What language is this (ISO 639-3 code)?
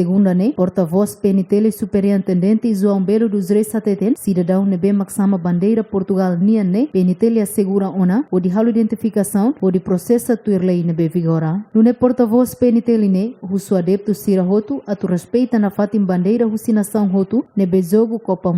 tet